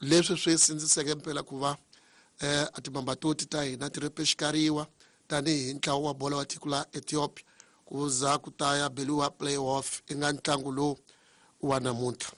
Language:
Tsonga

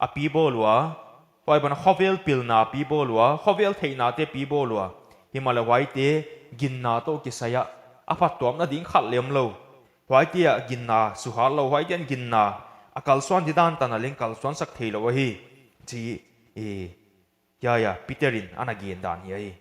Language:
Paite Chin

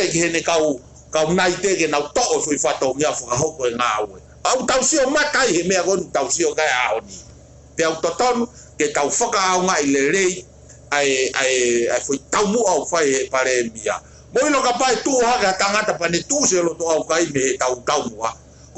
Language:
Tongan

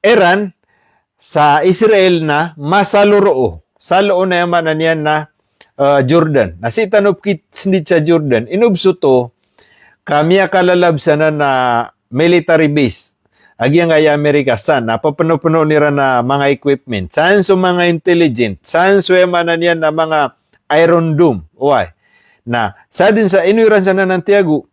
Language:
Maranao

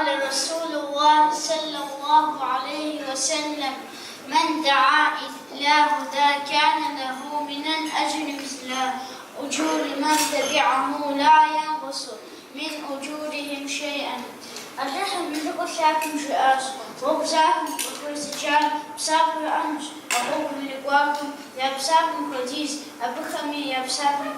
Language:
Kabardian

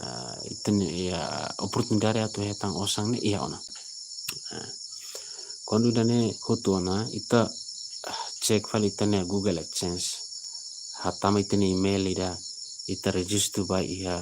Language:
Tetum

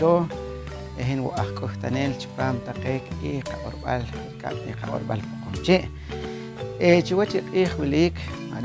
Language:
Poqomchi'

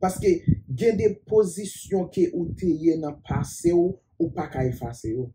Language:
Haitian Creole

